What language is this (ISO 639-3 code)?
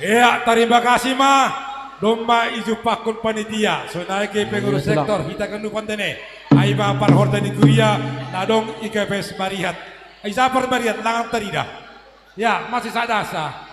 bts